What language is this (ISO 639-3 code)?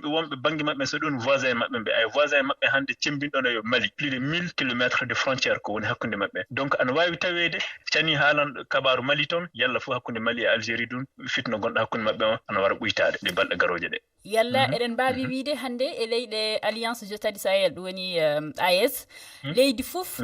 ful